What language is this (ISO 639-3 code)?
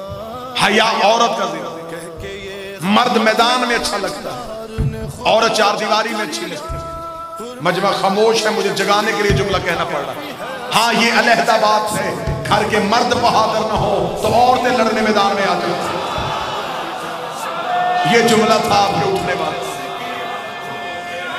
urd